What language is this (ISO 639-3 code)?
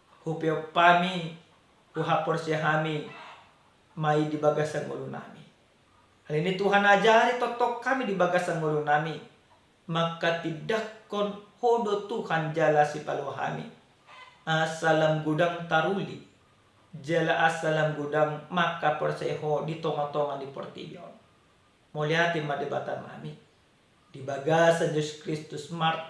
bbc